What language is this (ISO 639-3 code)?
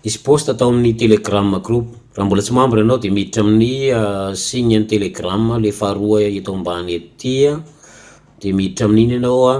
mlg